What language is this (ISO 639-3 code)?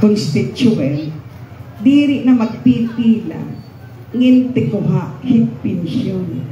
war